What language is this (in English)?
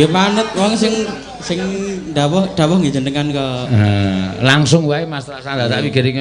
Javanese